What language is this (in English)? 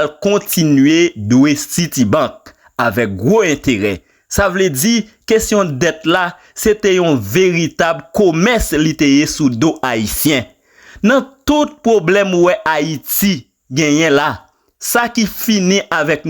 Haitian Creole